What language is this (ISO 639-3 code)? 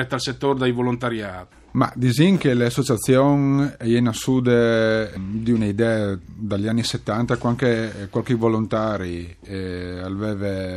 fur